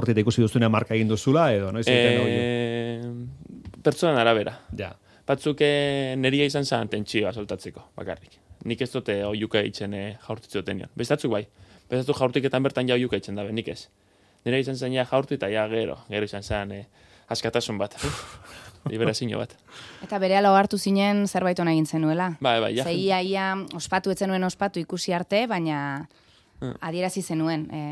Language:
Basque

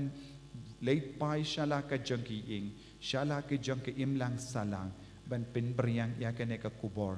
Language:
Khasi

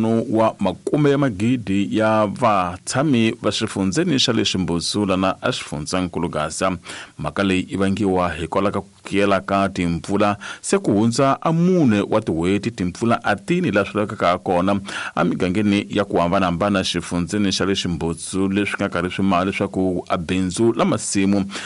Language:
Tsonga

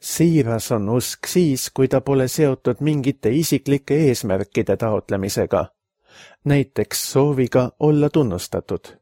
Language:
Estonian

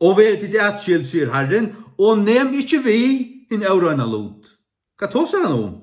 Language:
Faroese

